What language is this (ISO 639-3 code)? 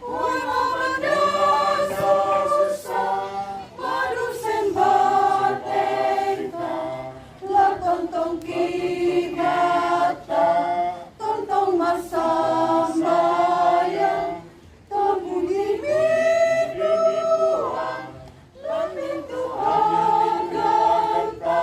sda